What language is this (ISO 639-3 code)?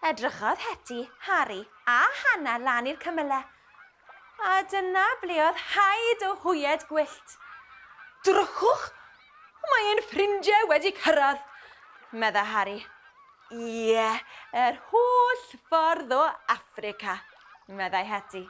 cym